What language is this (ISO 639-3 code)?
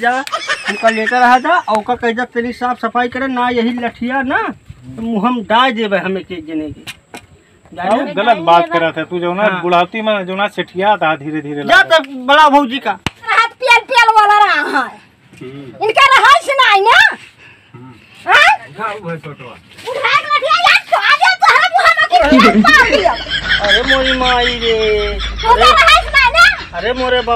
awa